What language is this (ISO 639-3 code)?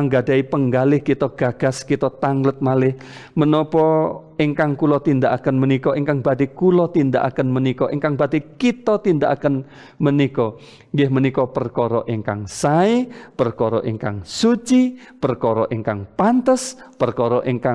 jav